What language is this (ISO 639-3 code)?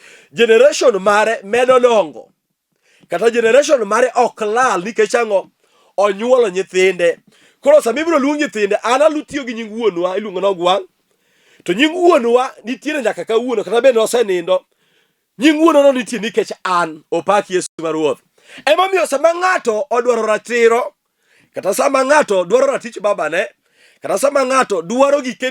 luo